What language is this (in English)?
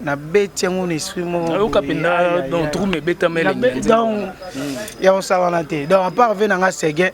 Lingala